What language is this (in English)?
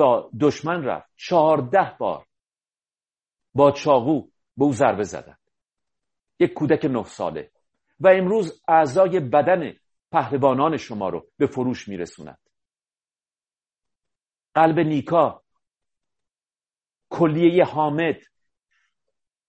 Persian